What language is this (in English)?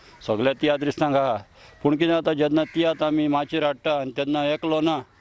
Konkani